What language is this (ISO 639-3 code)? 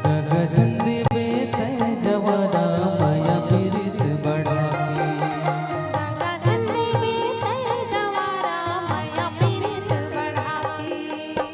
hne